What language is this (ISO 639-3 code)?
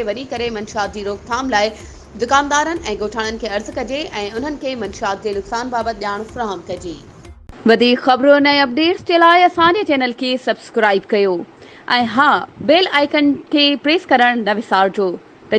snd